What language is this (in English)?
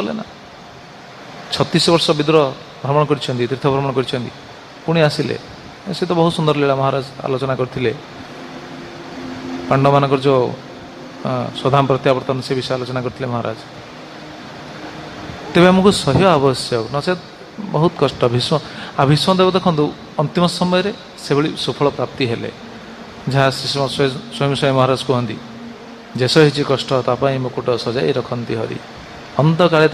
Odia